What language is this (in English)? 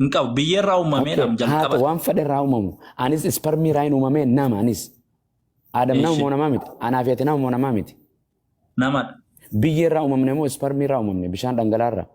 Oromo